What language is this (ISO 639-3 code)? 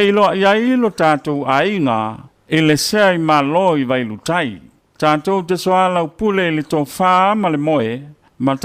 smo